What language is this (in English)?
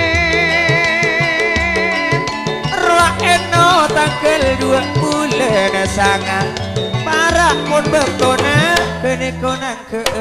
Madurese